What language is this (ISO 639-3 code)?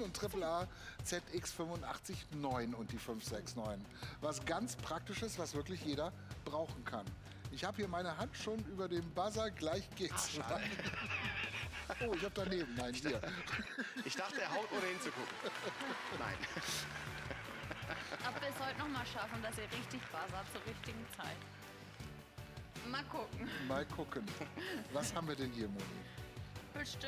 deu